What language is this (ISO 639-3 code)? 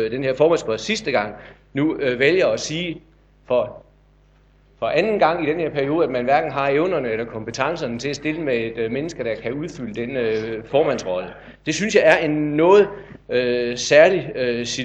dan